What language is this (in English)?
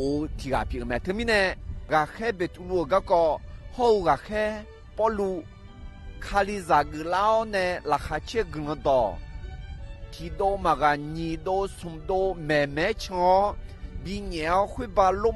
Akha